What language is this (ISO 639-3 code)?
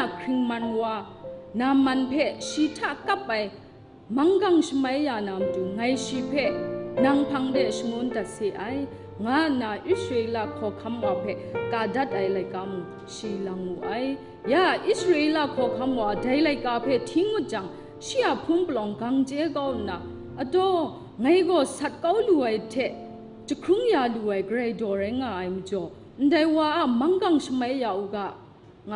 kac